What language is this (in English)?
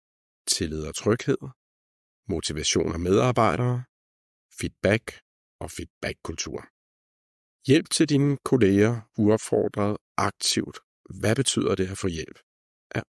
Danish